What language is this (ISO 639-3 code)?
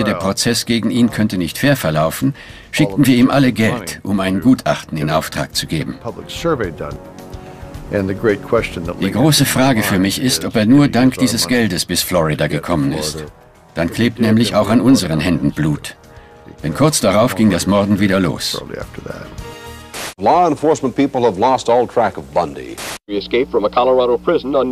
deu